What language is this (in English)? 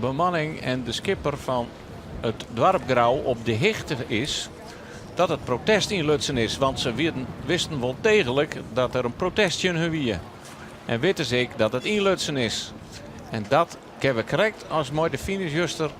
Western Frisian